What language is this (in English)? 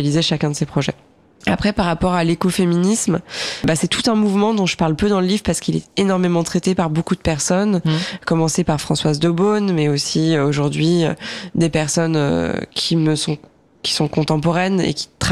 French